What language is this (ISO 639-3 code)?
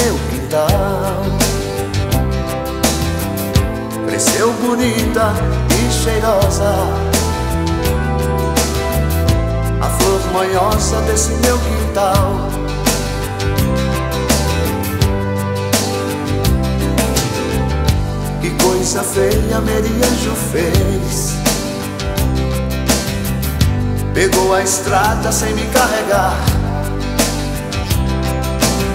por